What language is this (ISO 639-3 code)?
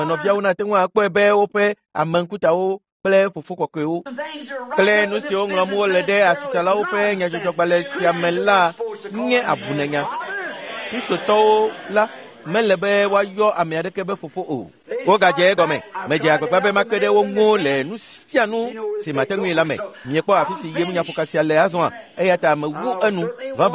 ewe